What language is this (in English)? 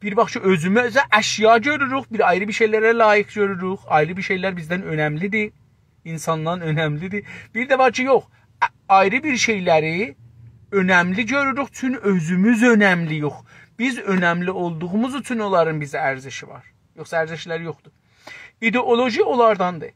South Azerbaijani